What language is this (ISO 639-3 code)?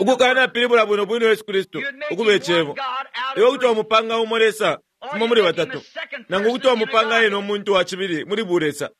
bem